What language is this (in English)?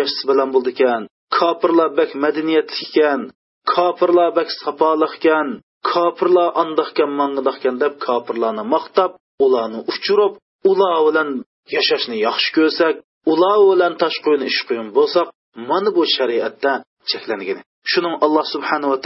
Uyghur